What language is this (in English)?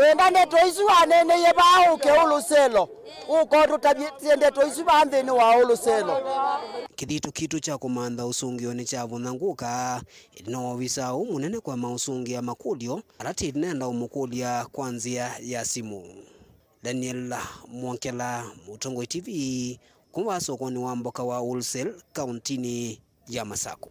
Kamba